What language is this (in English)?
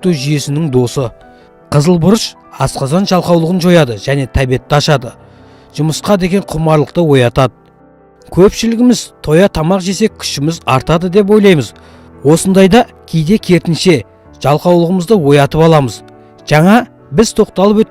Kazakh